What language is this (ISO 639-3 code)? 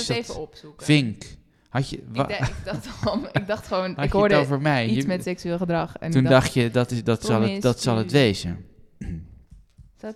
nld